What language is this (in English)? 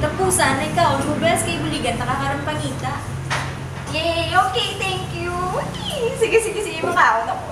Hiligaynon